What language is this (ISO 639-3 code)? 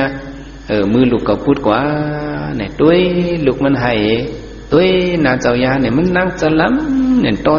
shn